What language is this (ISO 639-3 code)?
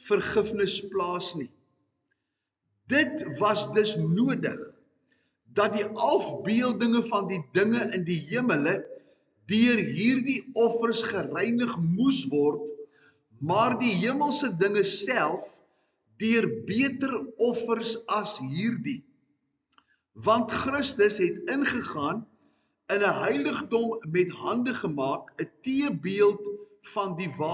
afr